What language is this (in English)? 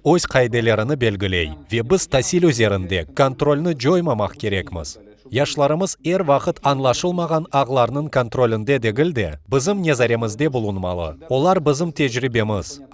Crimean Tatar